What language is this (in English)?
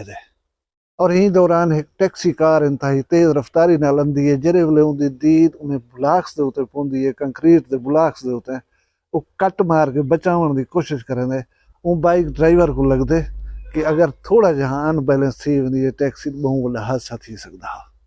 Saraiki